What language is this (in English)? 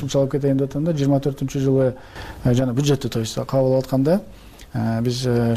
Kyrgyz